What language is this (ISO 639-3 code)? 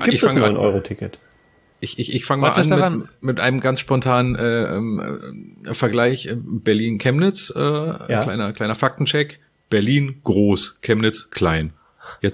deu